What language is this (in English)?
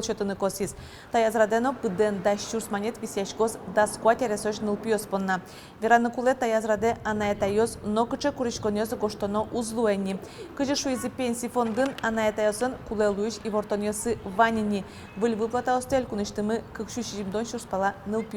Udmurt